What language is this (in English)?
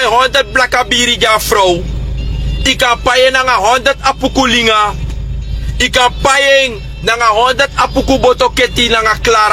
Sranan Tongo